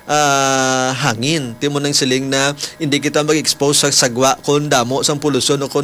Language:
Hiligaynon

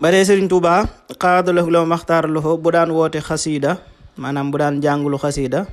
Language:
Wolof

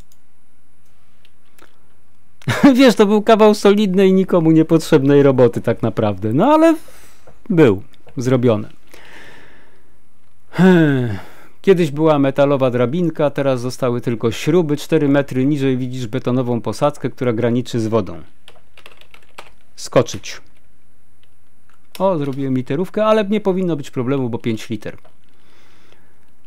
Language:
Polish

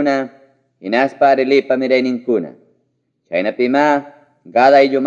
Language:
Ayacucho Quechua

